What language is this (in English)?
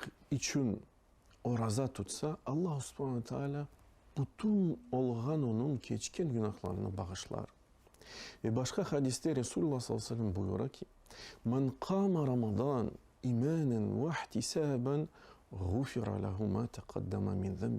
Crimean Tatar